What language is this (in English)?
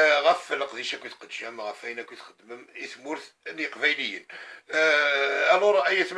Kabyle